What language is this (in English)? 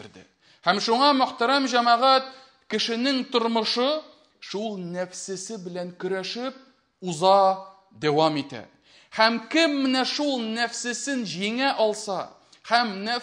Tatar